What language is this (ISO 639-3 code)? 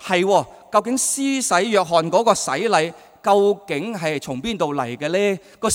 yue